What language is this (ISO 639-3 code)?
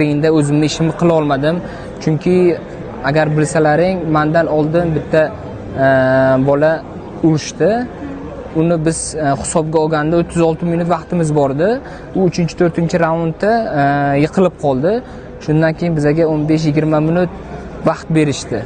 uzb